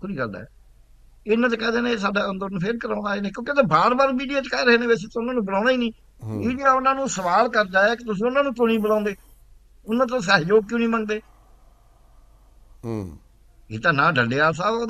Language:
Punjabi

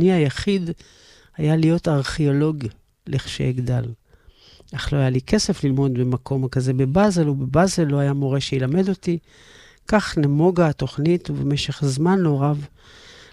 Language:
Hebrew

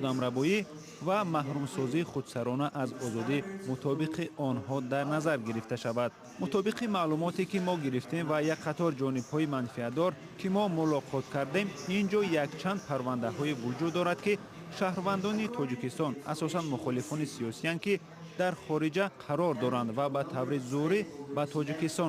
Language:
Tajik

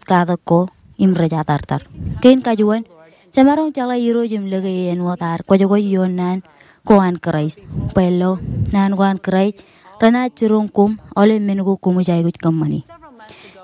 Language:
Marshallese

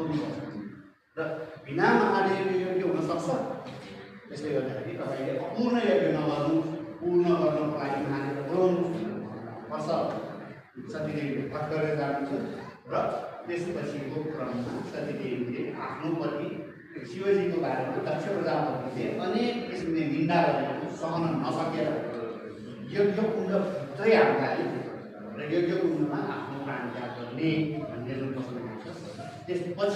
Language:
Nepali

